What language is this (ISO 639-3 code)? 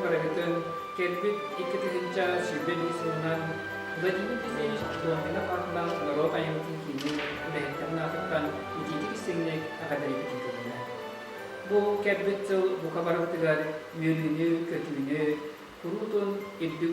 sah